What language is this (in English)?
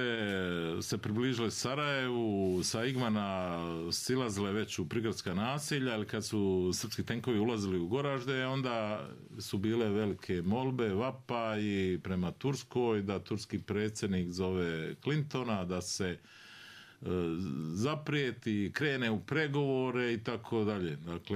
Bosnian